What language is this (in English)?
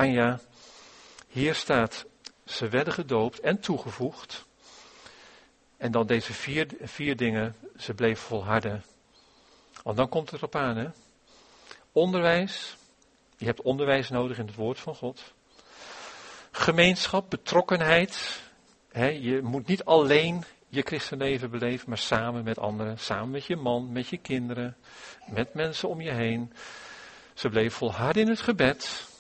Dutch